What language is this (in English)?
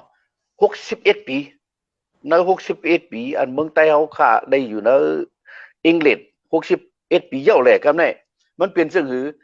Shan